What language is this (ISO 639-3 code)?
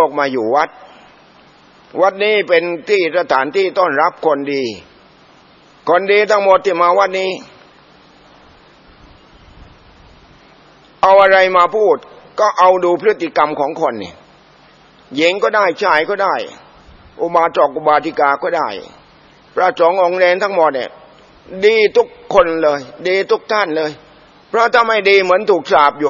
tha